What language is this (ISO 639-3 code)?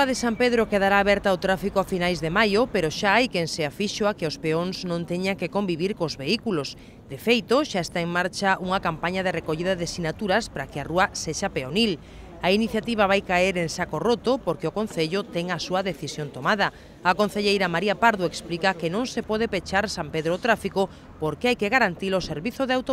glg